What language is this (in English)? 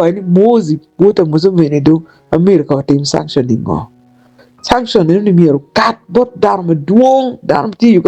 Acoli